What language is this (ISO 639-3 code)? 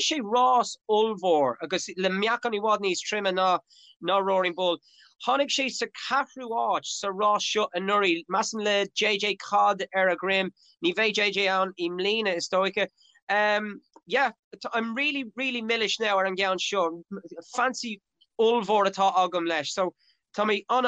gle